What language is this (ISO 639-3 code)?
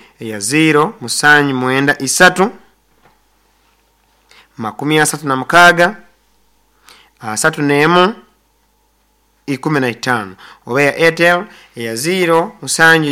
nyo